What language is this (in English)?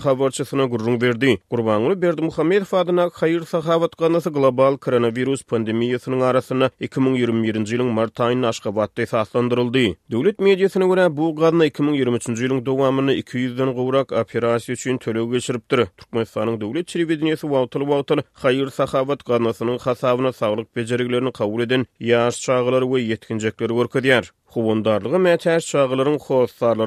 Turkmen